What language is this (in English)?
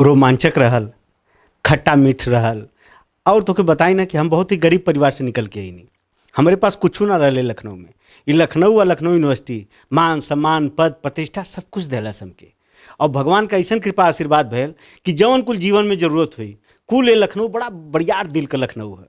Bhojpuri